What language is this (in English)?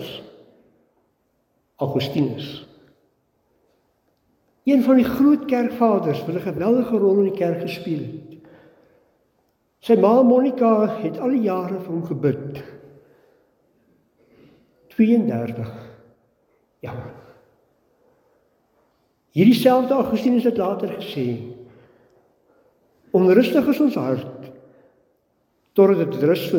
Afrikaans